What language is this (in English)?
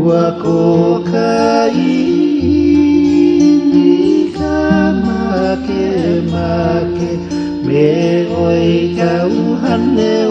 Hawaiian